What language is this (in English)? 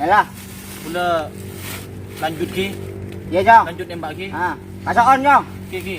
Madurese